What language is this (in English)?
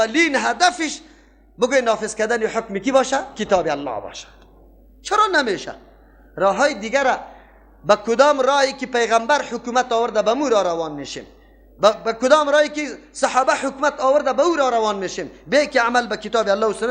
Persian